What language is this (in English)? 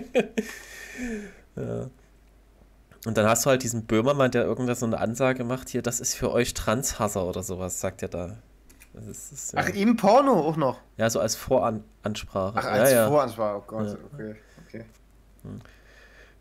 German